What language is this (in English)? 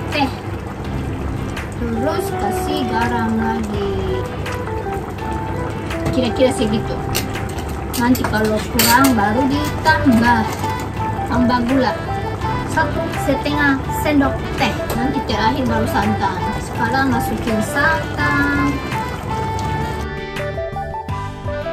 Indonesian